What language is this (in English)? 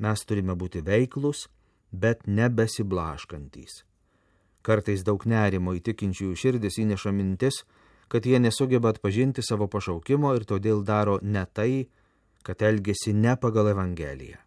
Lithuanian